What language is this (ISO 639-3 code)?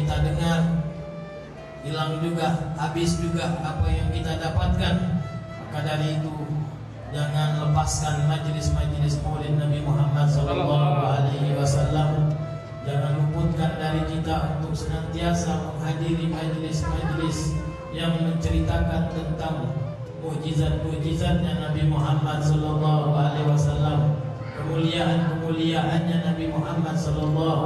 ind